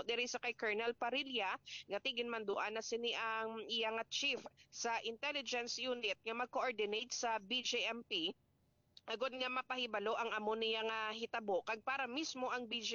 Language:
Hiligaynon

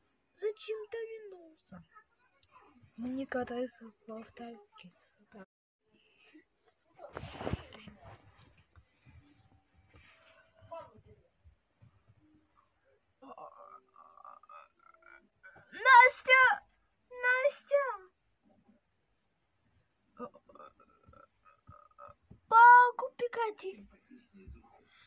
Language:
Russian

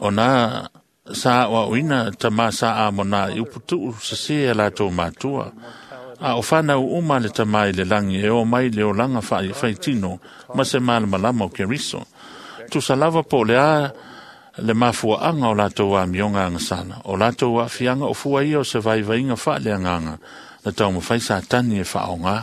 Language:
Samoan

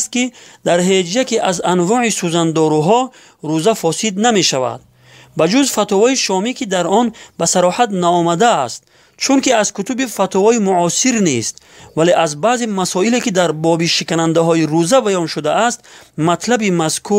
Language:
Tajik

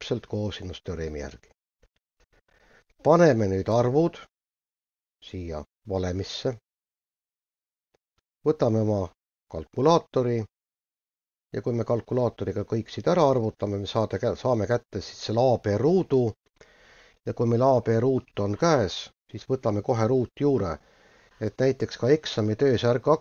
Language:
Estonian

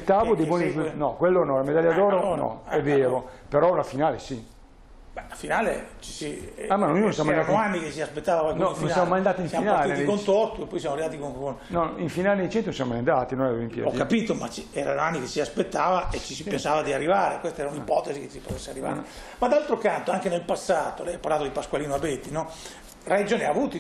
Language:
Italian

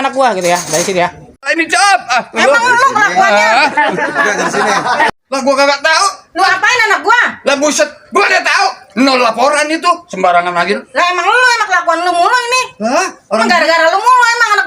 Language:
Betawi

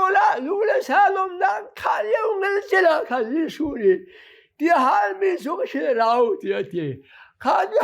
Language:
Hakha Chin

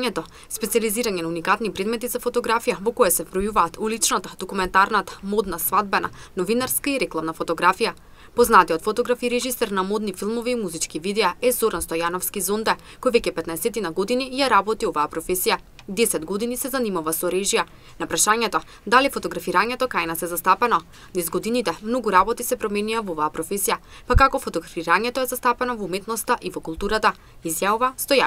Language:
Macedonian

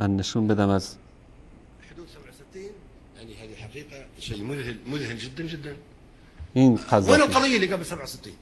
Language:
Persian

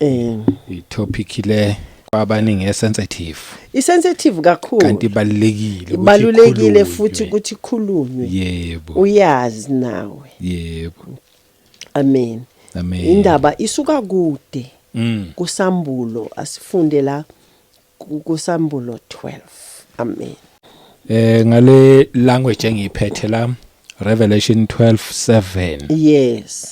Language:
Zulu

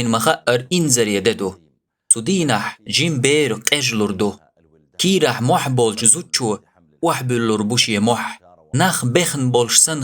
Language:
Chechen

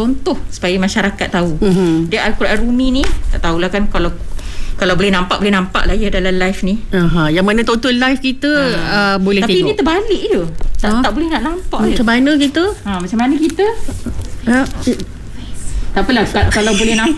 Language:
Malay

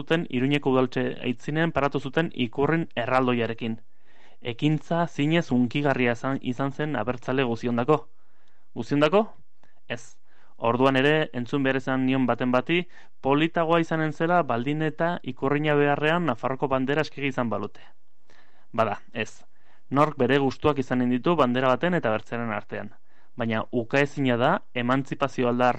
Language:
Basque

